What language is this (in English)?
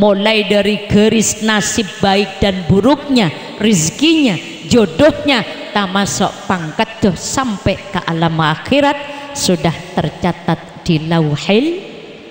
Madurese